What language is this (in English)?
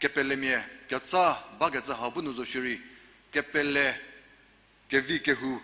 Angami Naga